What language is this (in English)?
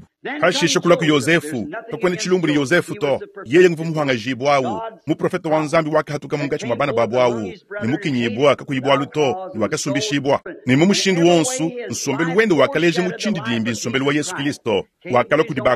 Luba-Lulua